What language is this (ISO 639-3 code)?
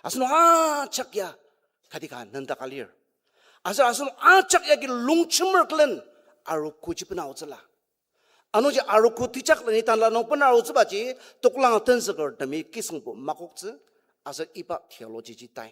njo